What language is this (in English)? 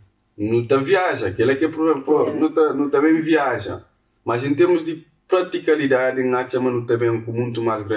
Kabuverdianu